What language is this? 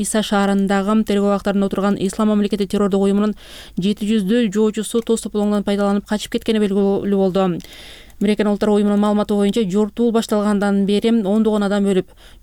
Kyrgyz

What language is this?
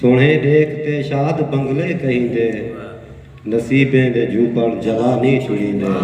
Saraiki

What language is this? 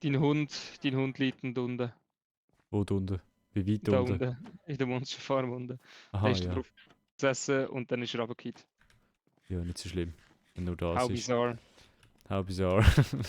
Swiss German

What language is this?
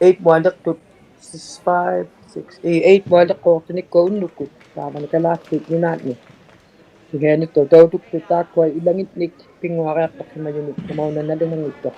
Inuktitut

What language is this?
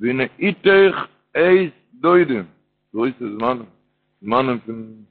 Yiddish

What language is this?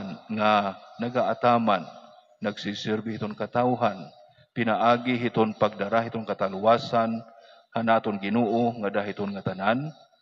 Waray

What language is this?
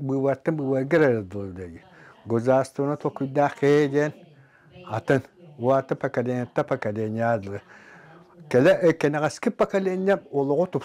Yakut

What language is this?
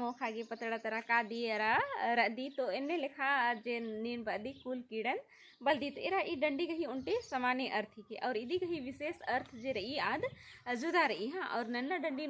Kurukh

